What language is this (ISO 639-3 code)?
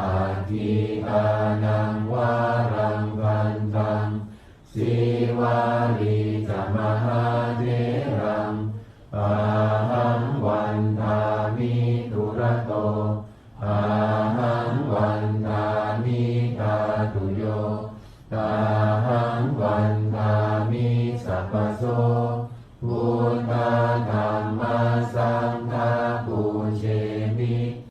pli